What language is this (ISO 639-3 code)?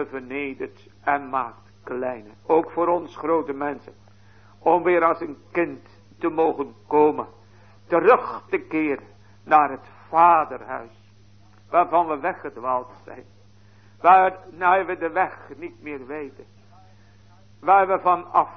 nld